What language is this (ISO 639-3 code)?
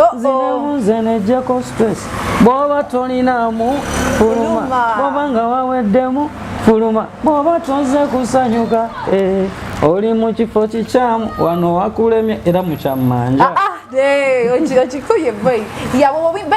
lug